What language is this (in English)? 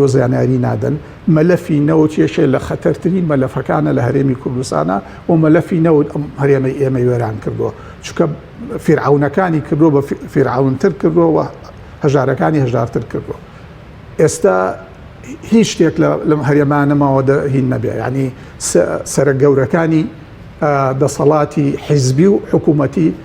Central Kurdish